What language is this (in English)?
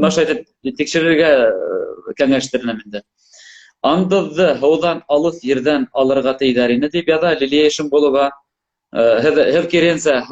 Bashkir